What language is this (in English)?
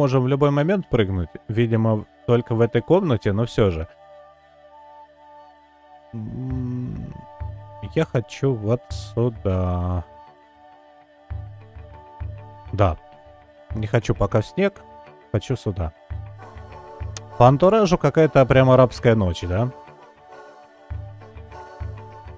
Russian